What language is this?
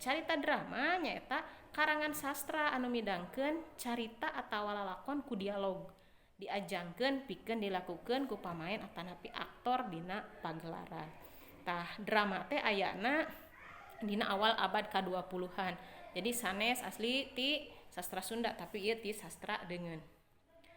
Sundanese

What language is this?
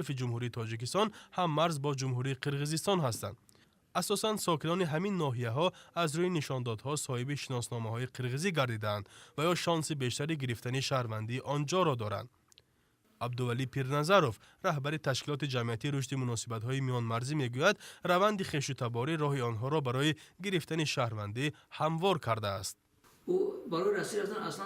Tajik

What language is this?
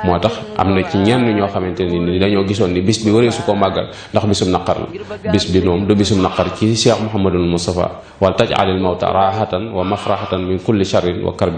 Wolof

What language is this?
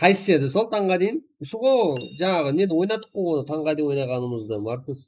Kara-Kalpak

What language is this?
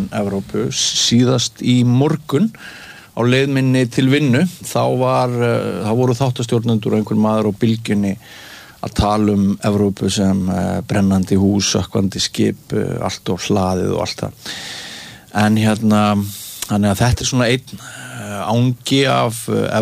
Icelandic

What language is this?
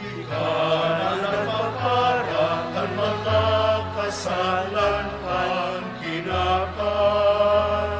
Bikol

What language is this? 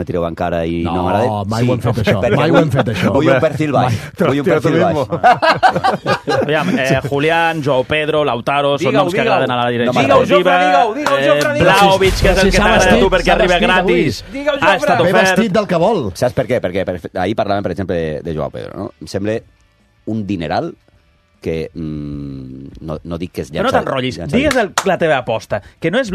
Catalan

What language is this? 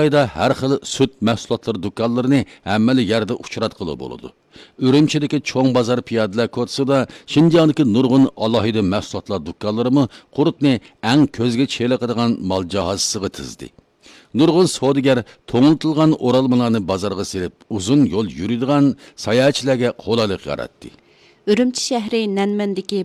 Uyghur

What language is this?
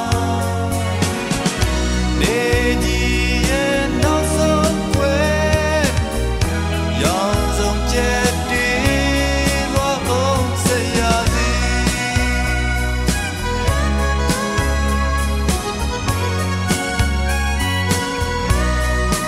Burmese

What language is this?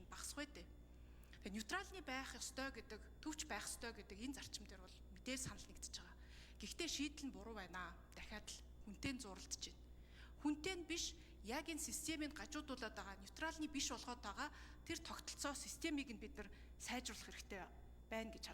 Mongolian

